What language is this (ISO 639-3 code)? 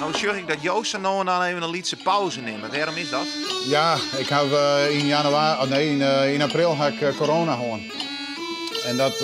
fry